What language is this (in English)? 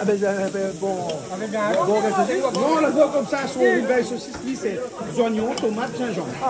Réunion Creole French